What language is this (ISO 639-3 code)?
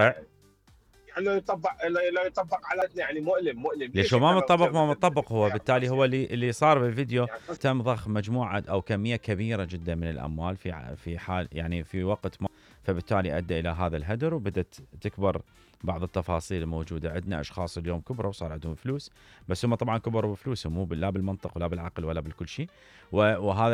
acm